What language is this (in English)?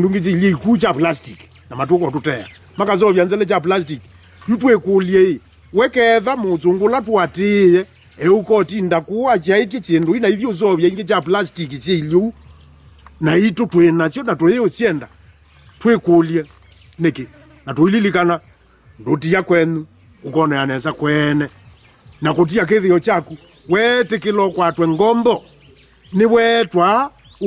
Kamba